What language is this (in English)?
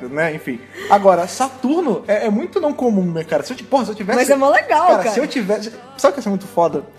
Portuguese